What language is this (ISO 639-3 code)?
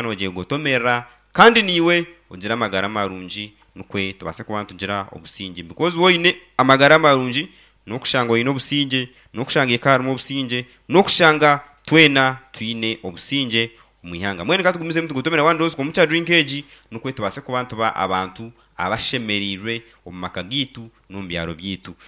nyn